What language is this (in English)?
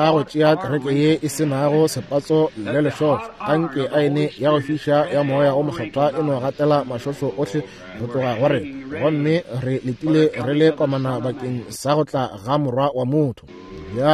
Northern Sotho